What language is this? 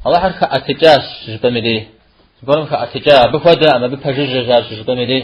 Kabardian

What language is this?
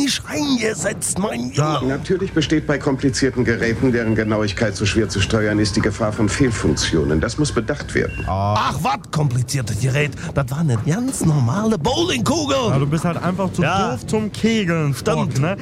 German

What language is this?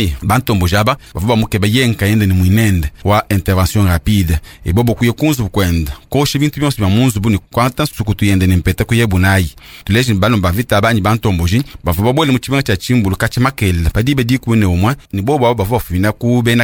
Luba-Lulua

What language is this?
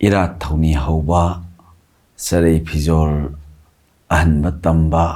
Manipuri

